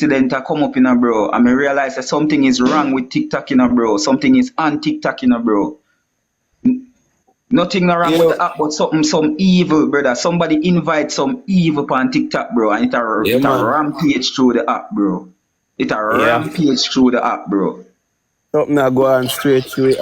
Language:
Jamaican Creole English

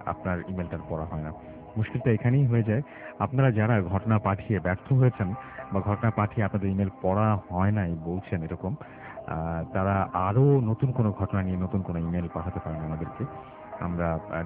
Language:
Bangla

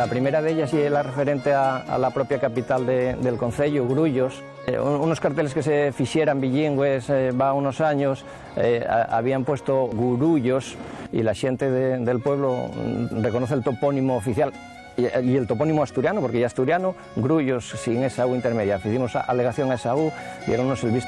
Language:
Asturian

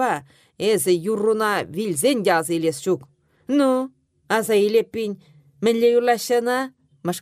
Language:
Chuvash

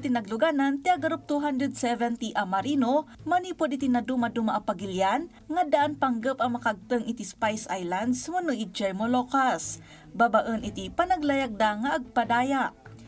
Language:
Iloko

